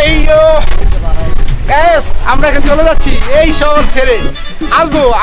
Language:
Bangla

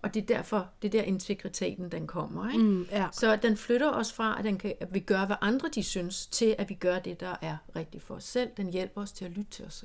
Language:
Danish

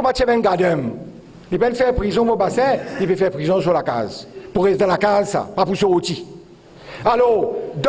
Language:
Morisyen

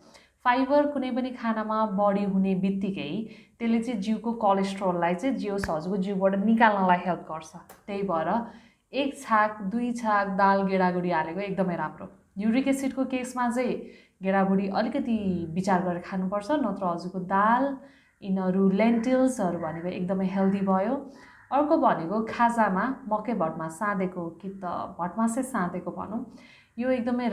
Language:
Nepali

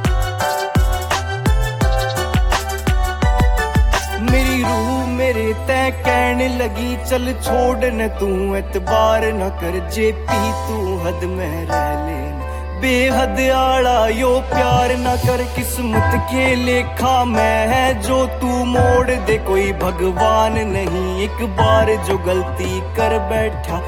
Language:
Haryanvi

